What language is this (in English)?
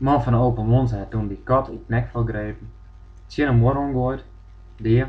Western Frisian